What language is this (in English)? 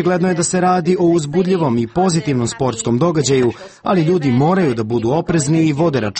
Serbian